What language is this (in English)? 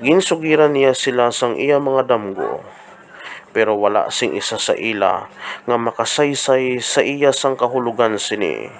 Hiligaynon